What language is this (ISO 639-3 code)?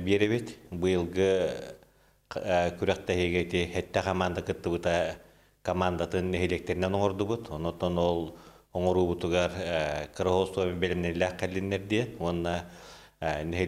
sah